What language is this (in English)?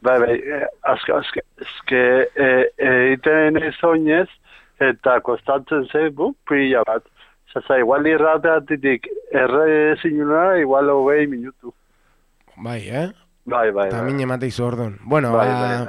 Basque